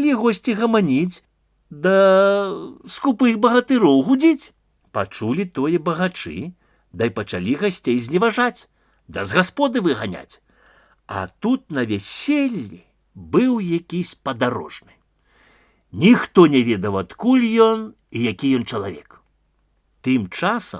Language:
Belarusian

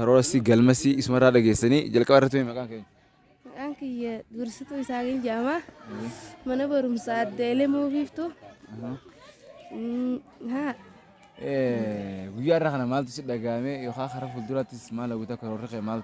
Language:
Oromo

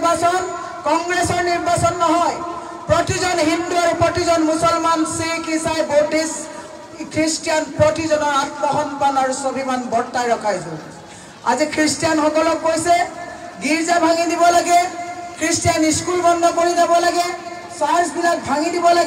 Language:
Assamese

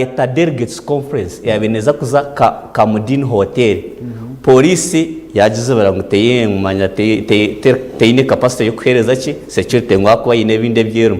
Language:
Nyankole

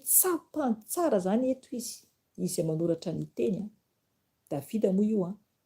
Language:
Malagasy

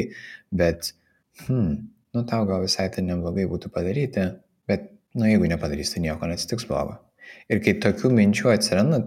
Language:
Lithuanian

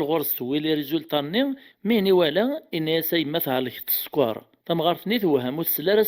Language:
Kabyle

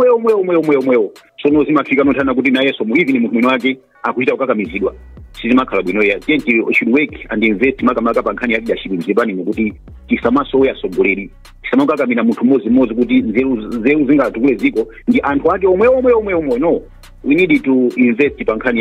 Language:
Nyanja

